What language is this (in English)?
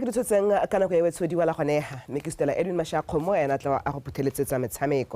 Tswana